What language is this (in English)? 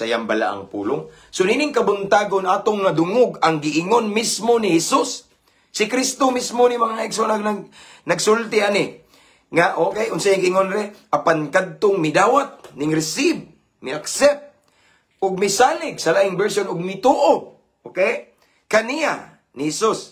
Cebuano